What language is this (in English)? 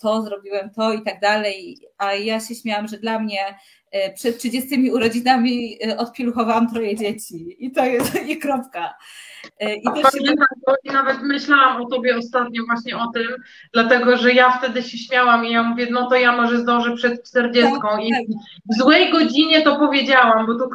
Polish